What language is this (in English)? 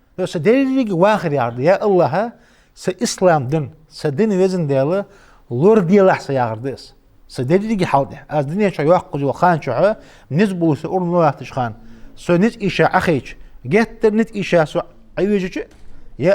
Ingush